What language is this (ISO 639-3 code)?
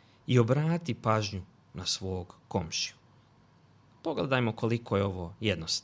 bos